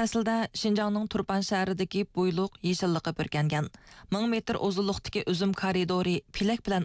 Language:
Uyghur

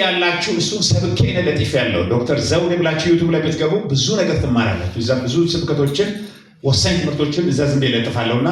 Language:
Amharic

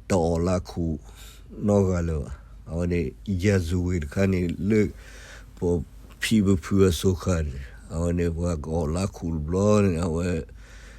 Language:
S'gaw Karen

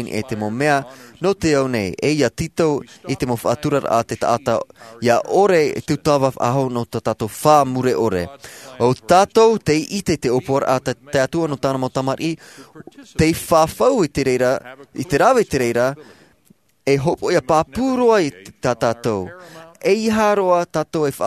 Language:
Tahitian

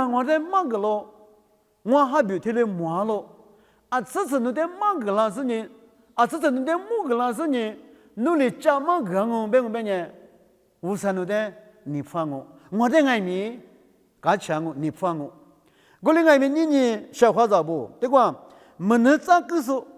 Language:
Lisu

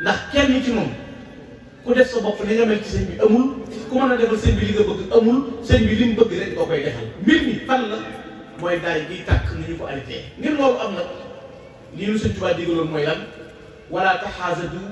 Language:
Wolof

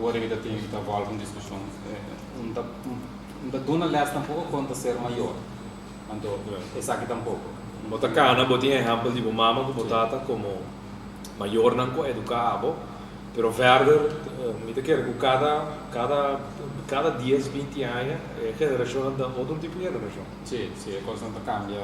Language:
Papiamento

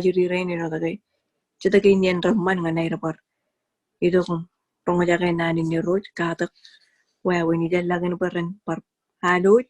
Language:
Marshallese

